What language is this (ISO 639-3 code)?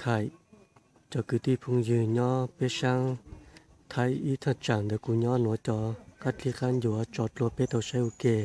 hmn